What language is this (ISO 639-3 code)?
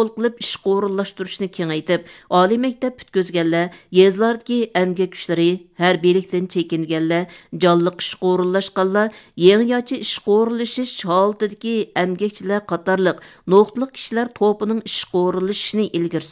uig